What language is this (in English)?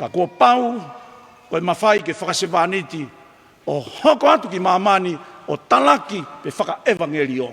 Tongan